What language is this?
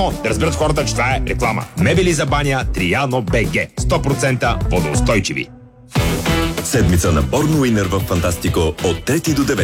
Bulgarian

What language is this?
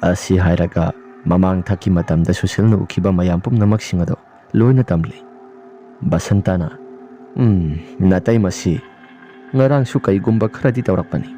Manipuri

